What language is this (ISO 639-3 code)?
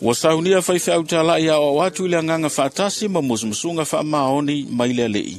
smo